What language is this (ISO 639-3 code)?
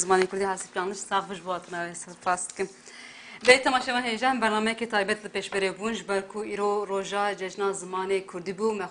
kur